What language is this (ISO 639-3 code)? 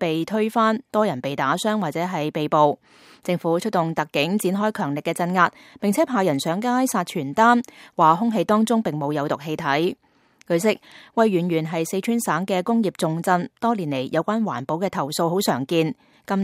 yue